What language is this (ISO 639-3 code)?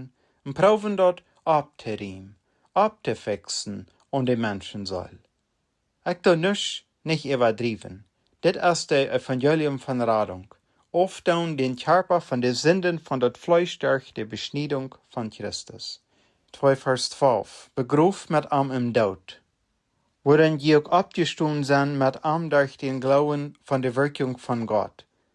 pdt